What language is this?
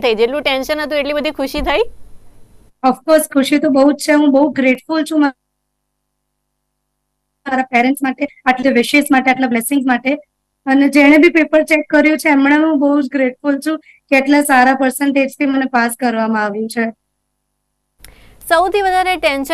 Gujarati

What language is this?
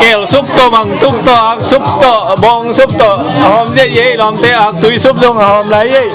Tedim Chin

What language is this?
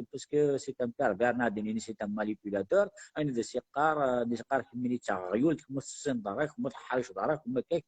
Kabyle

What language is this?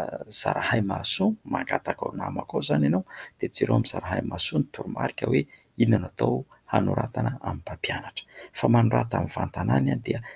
Malagasy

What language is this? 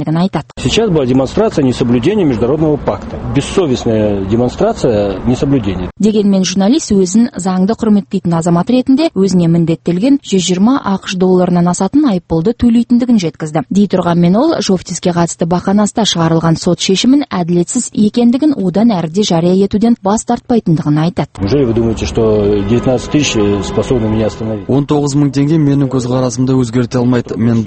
Kazakh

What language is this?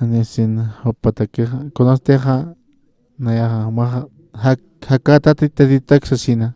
Aymara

